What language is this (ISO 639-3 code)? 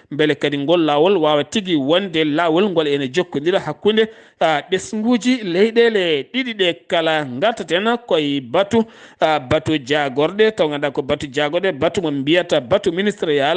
ful